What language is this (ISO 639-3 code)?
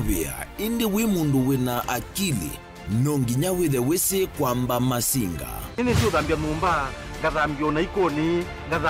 kam